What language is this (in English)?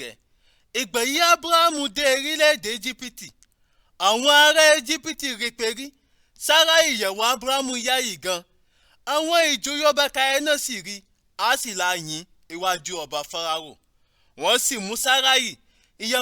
Yoruba